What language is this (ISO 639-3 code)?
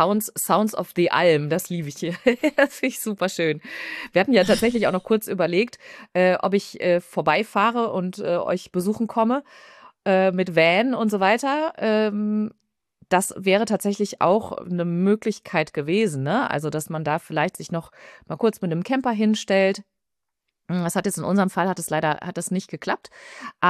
deu